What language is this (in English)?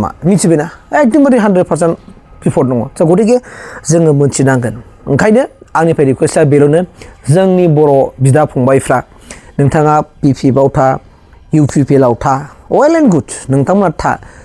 Bodo